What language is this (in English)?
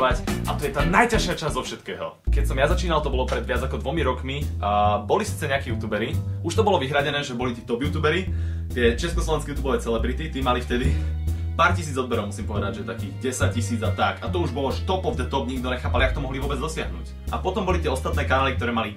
Slovak